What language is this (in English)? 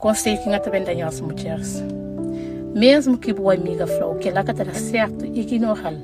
Kabuverdianu